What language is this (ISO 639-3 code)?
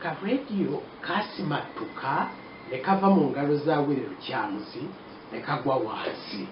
lug